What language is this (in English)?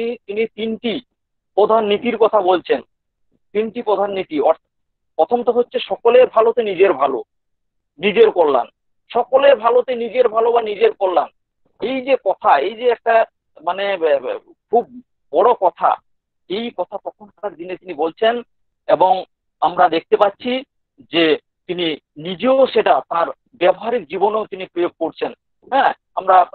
Bangla